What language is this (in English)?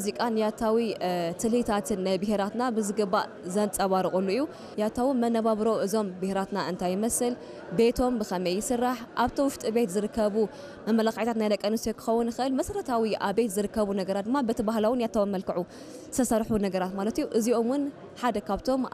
Tigrinya